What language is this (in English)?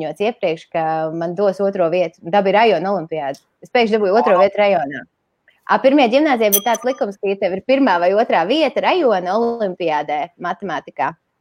Latvian